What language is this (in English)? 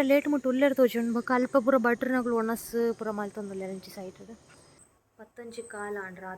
Tulu